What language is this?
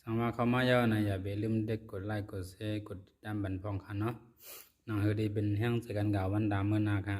Shan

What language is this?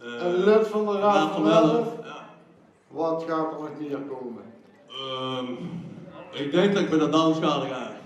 Limburgish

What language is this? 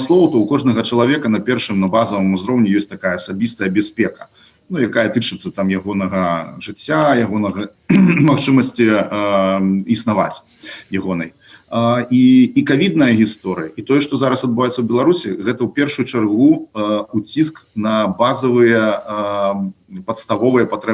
Belarusian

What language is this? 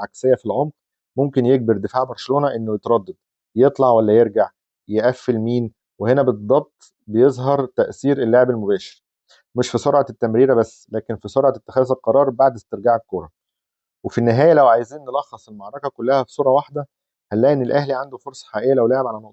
Egyptian Arabic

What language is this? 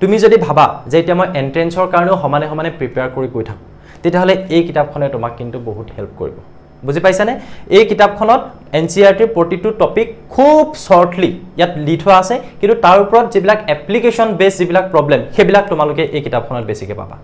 Assamese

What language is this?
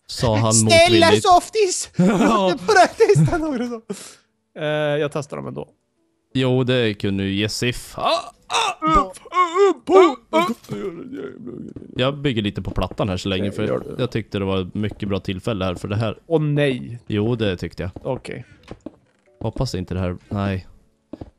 Swedish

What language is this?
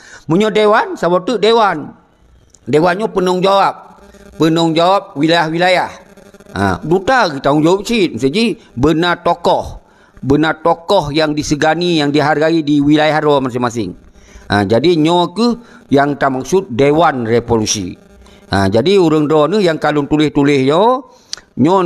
Achinese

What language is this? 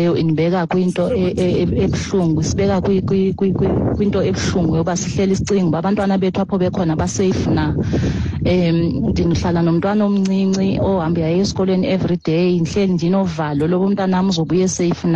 Xhosa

